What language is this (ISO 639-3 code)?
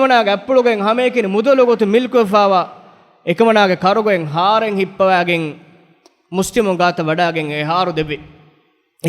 div